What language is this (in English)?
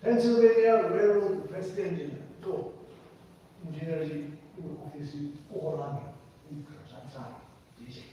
Tangkhul Naga (India)